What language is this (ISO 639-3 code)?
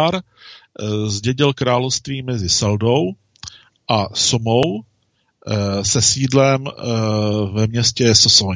ces